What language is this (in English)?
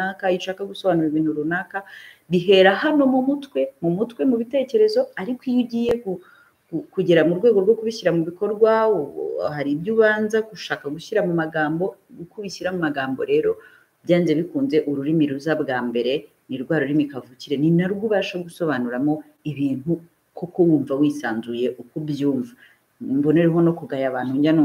Kinyarwanda